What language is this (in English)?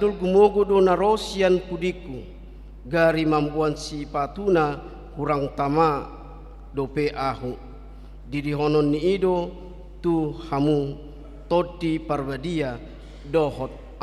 Batak Toba